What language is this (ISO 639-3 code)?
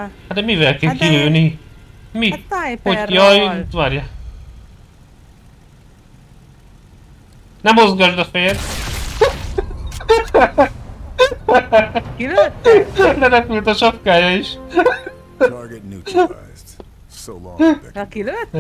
hun